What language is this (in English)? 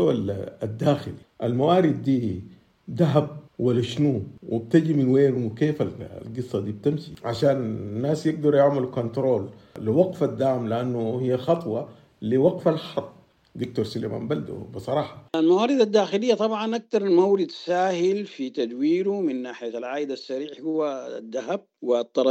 Sudanese Arabic